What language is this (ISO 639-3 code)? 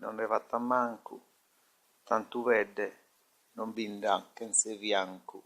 srd